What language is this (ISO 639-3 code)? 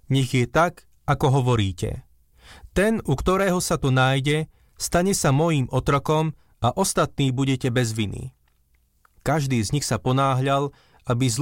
slk